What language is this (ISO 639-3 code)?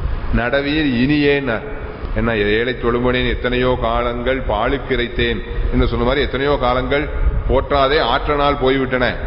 tam